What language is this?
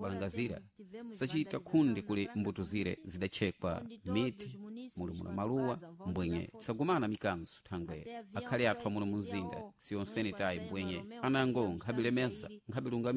Sena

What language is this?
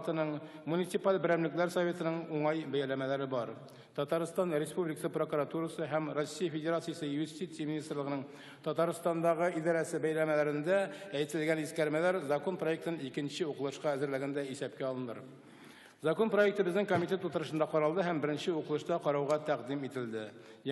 Tatar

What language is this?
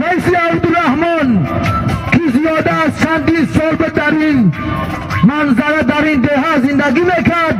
Tajik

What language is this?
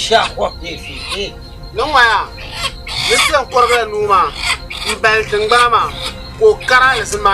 Dagbani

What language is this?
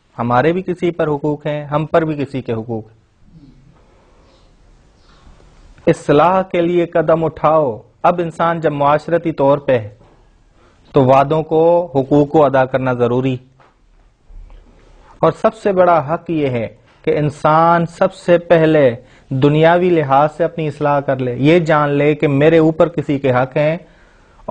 Urdu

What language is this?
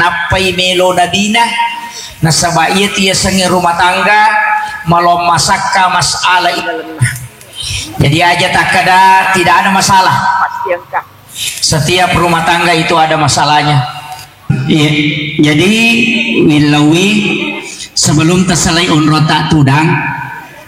Buginese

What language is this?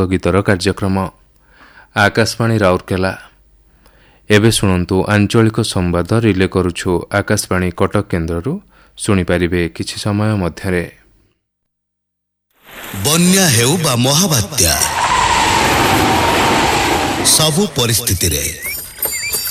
Odia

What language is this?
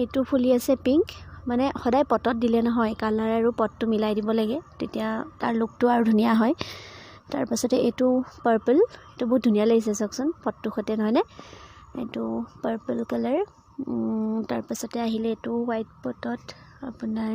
Assamese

